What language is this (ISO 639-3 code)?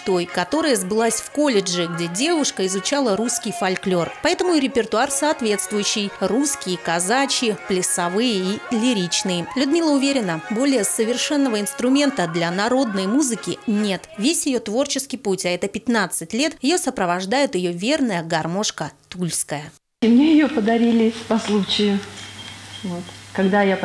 rus